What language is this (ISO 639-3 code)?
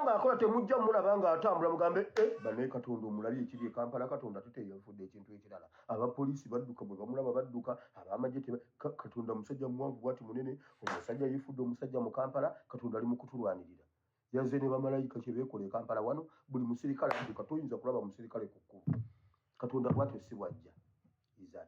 lug